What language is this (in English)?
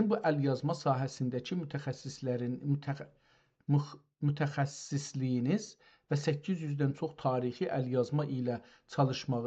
South Azerbaijani